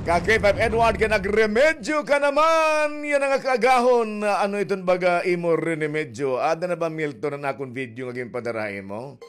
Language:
Waray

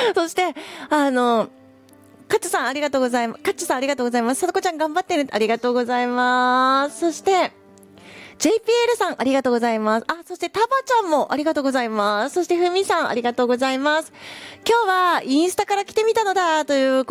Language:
Japanese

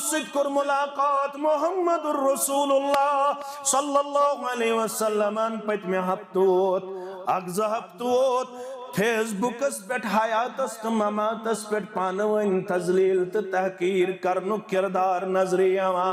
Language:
Kashmiri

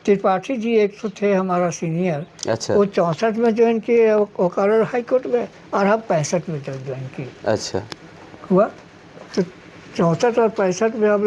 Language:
Sadri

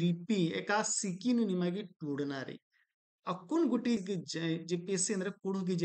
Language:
Kurukh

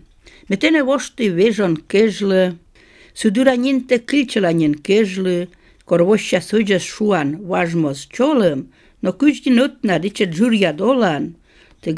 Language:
Polish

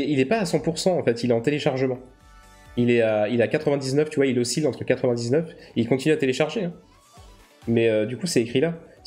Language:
French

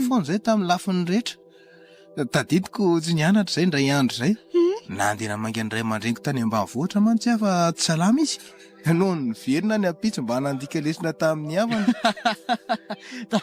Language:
Malagasy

